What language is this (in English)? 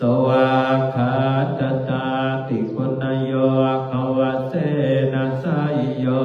Pali